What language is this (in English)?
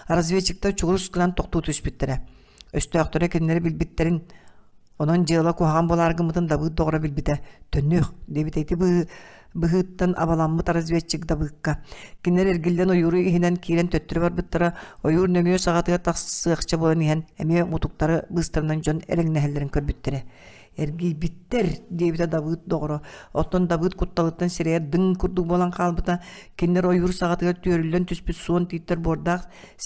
Yakut